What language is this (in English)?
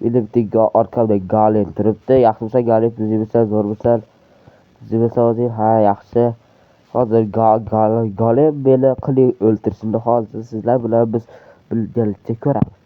Uzbek